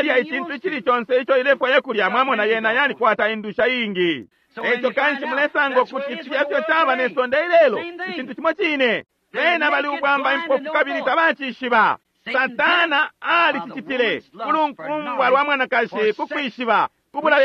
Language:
Bemba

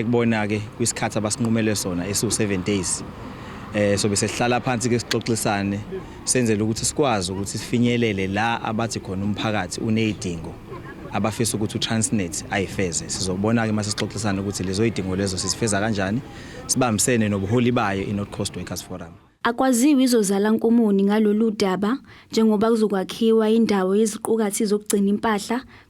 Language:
Zulu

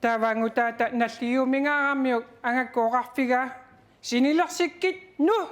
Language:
Kalaallisut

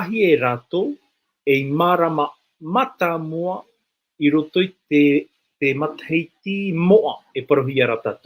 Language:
Tahitian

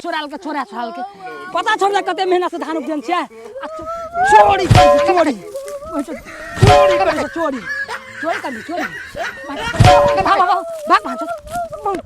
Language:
Maithili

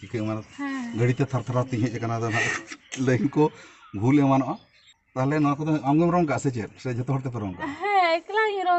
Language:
Santali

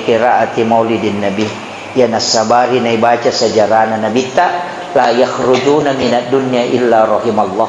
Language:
Buginese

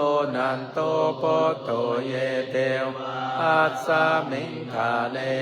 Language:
Pali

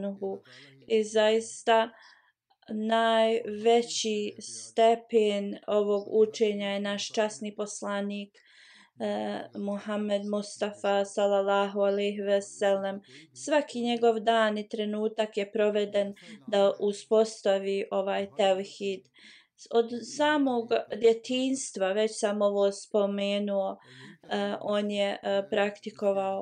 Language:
Bosnian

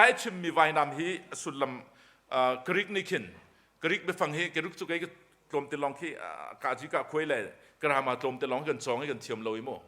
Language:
Hakha Chin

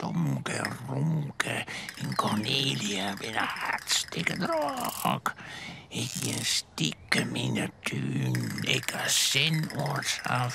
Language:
Western Frisian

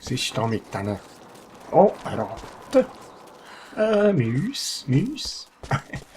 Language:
Swiss German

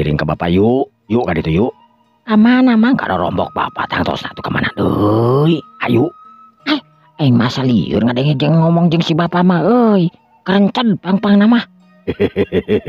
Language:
Sundanese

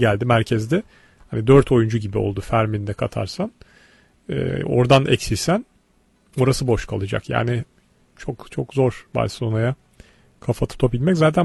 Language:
Turkish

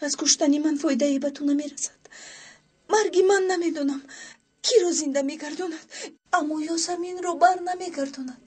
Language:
Tajik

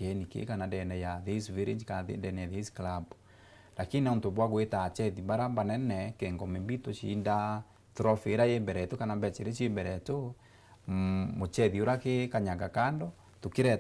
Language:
Meru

